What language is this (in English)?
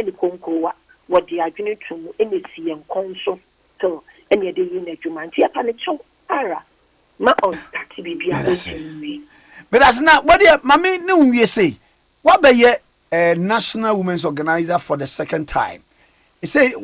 Akan